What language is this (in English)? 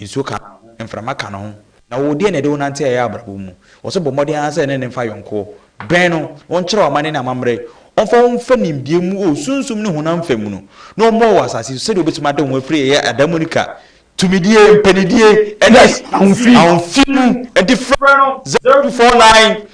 Akan